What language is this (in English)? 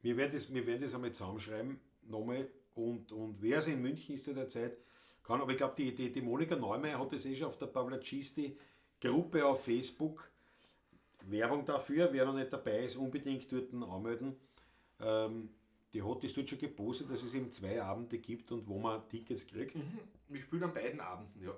Bavarian